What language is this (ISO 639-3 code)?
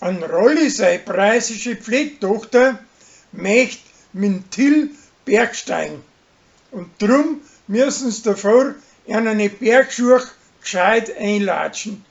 bar